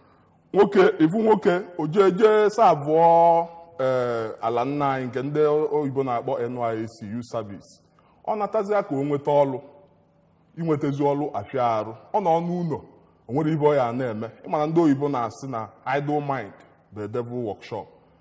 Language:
Igbo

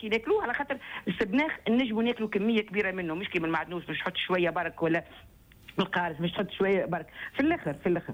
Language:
Tunisian Arabic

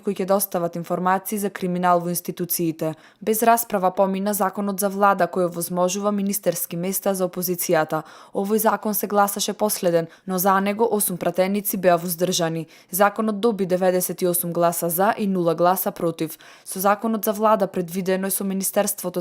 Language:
Macedonian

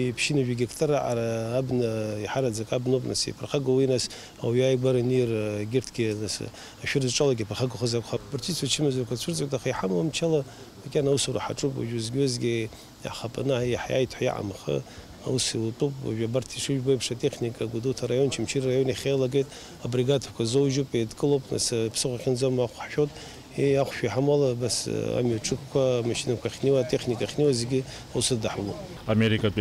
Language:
Abkhazian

